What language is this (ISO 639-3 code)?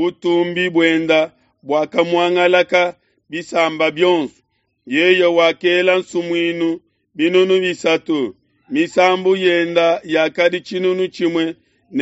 lua